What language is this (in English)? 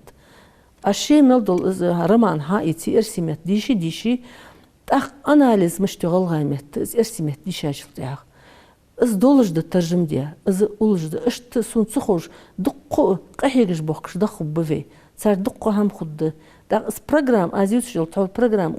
Ingush